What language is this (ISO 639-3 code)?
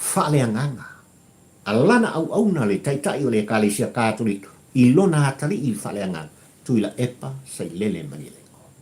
smo